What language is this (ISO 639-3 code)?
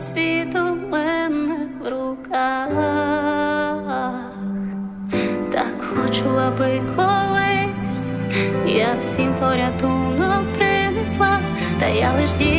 ukr